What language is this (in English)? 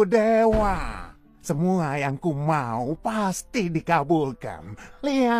Indonesian